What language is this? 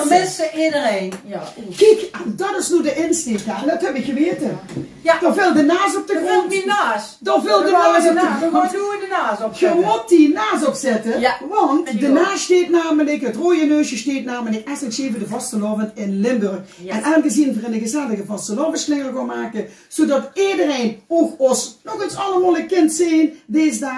Limburgish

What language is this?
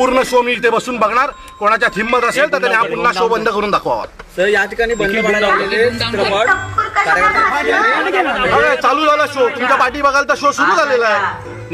Marathi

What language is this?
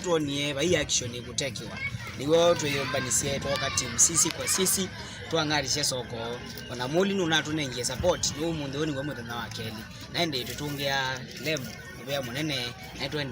Kamba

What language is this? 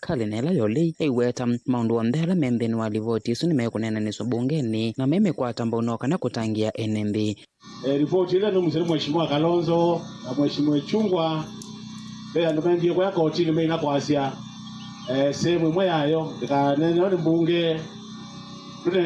Kamba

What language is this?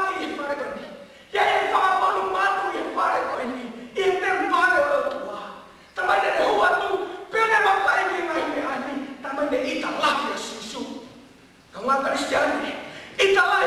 Tongan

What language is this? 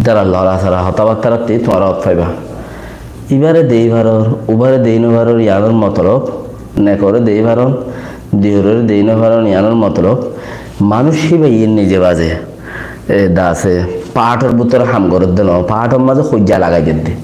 Rohingya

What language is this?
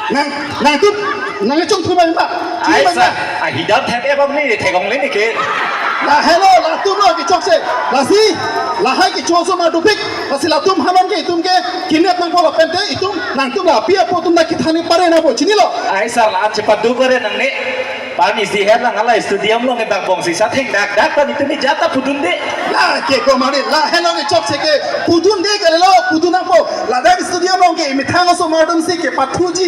Karbi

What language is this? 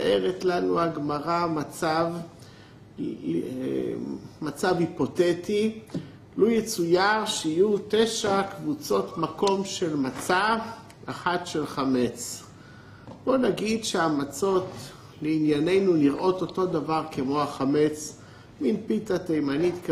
Hebrew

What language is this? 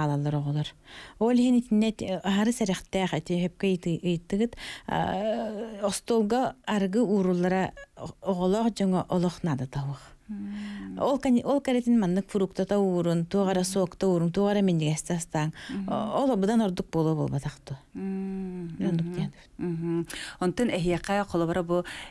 Yakut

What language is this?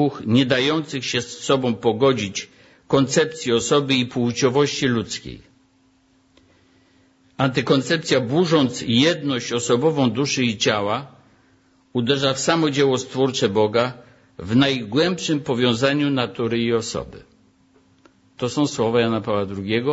Polish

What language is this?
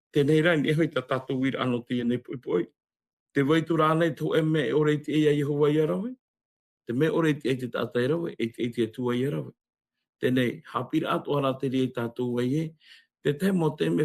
Tahitian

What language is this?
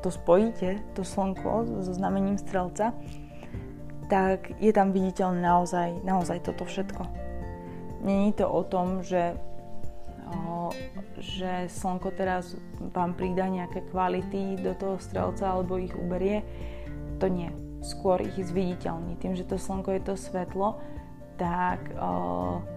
Slovak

